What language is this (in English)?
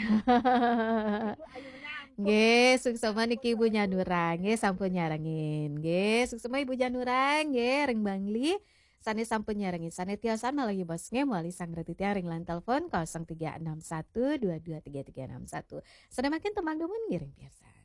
Balinese